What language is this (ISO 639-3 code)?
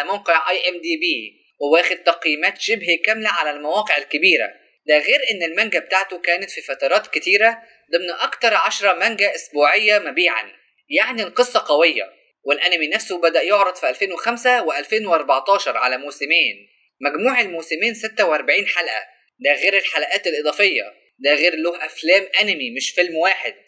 arz